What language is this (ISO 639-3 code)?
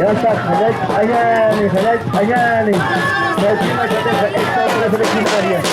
aym